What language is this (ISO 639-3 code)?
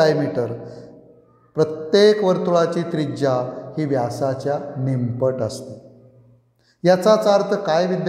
mar